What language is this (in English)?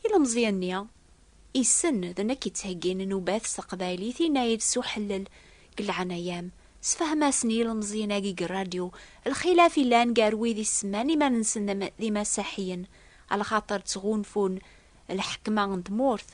Kabyle